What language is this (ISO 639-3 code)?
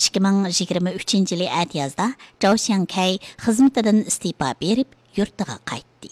uig